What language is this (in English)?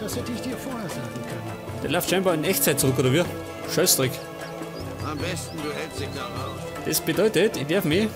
Bavarian